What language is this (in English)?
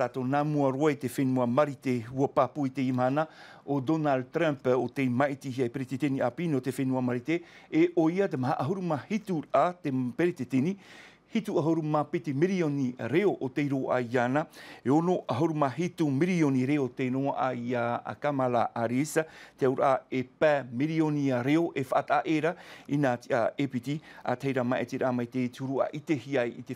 Tahitian